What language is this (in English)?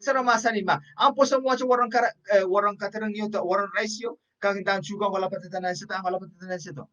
Pohnpeian